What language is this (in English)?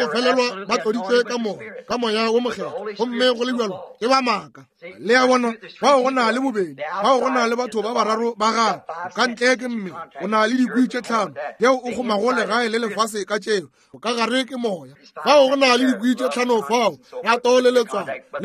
Northern Sotho